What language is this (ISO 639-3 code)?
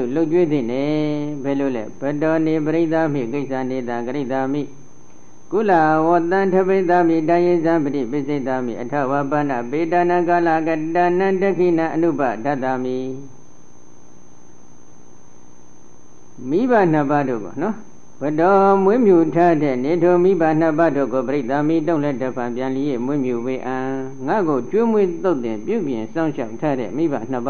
mya